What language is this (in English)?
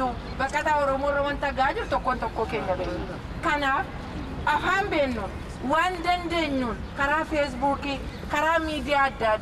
Oromo